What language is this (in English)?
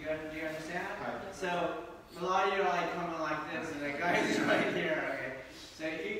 English